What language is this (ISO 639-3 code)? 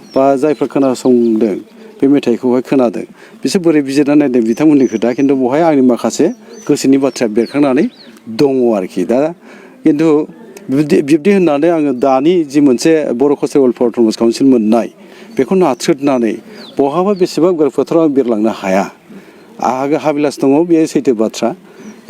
brx